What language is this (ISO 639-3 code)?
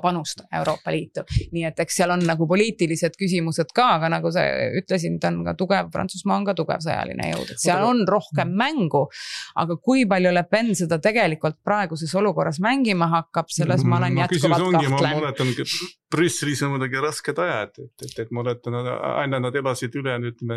est